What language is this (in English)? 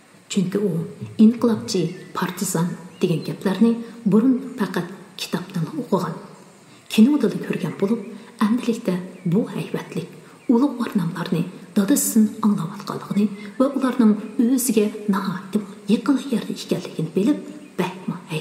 Uyghur